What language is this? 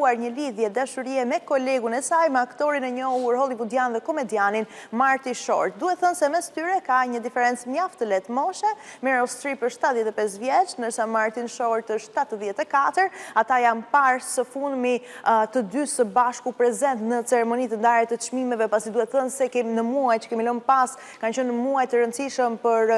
Albanian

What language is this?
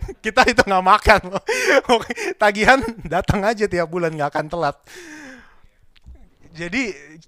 Indonesian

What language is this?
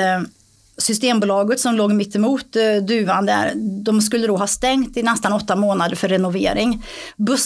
Swedish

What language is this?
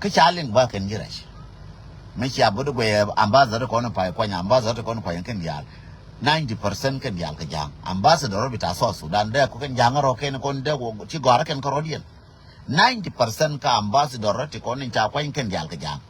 Nuer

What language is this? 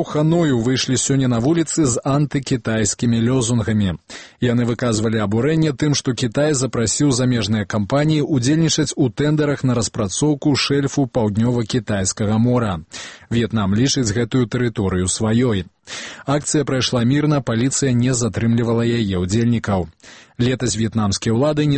Belarusian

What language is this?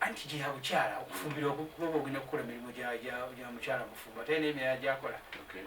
Ganda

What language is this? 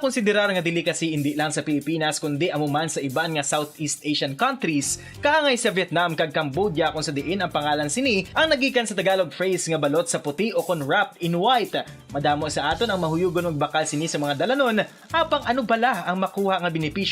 Hiligaynon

